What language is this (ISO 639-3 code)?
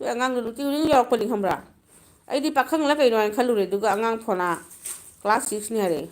mni